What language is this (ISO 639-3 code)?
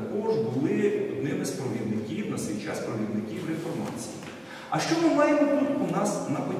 ukr